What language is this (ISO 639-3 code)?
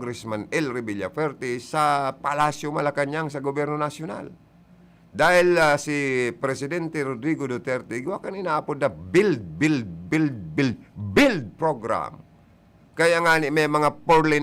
bik